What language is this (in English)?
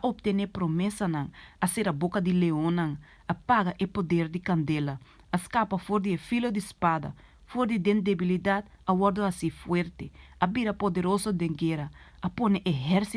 Papiamento